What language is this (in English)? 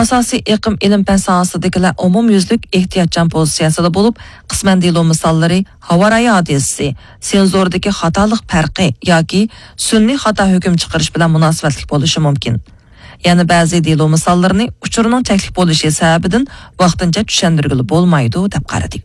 Uyghur